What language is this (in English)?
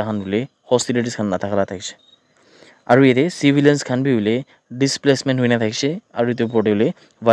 Naga Pidgin